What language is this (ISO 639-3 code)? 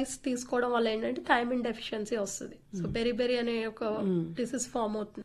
tel